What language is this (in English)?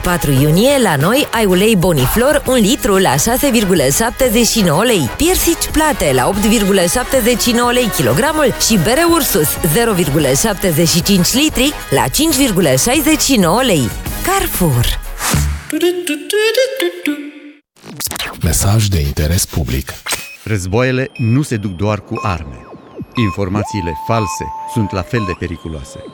Romanian